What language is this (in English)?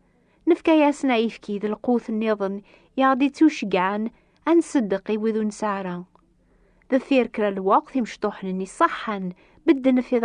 Kabyle